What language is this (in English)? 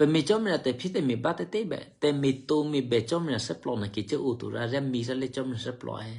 Eastern Kayah